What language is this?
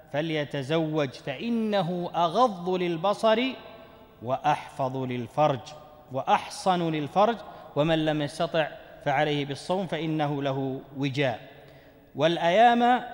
Arabic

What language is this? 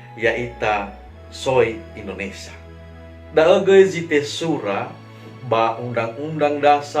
Nias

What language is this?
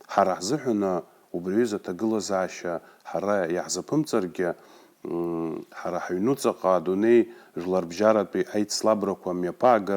Abkhazian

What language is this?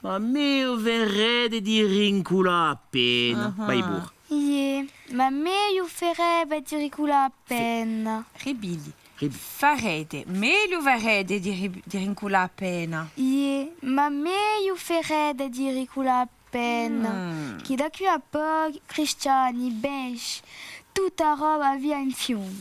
Corsican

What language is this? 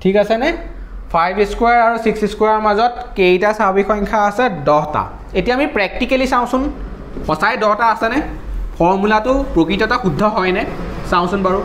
Assamese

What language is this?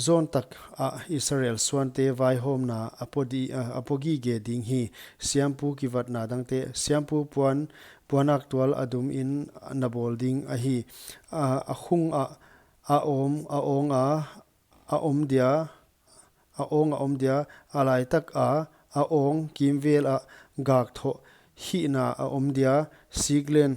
Paite Chin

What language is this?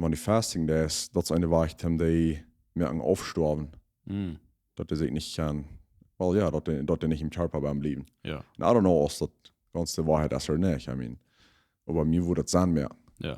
Plautdietsch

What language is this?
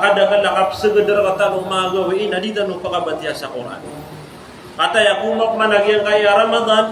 Maranao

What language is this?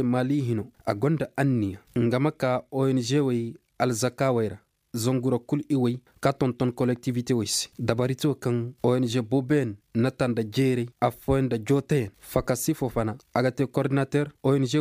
Zarma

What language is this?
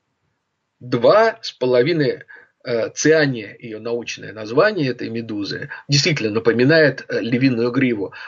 Russian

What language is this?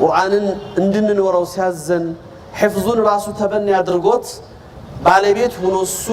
Amharic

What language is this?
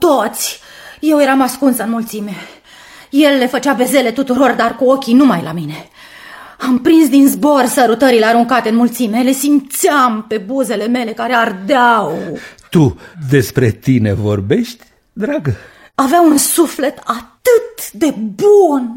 Romanian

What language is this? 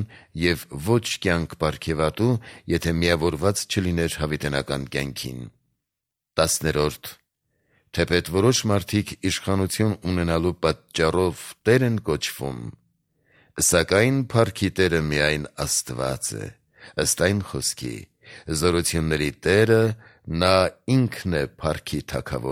Armenian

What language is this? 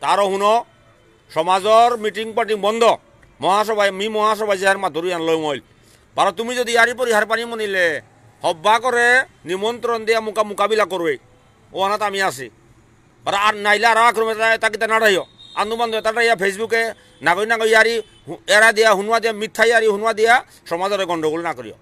Bishnupriya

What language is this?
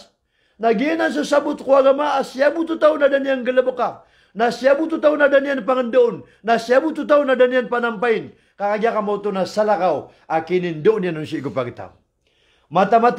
Maranao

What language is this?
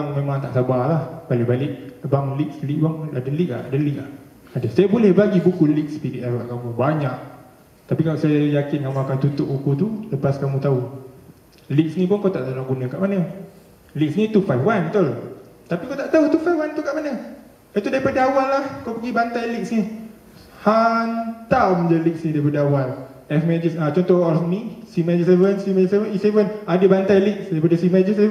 Malay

